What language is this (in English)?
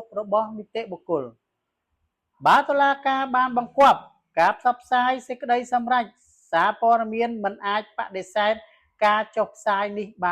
Khmer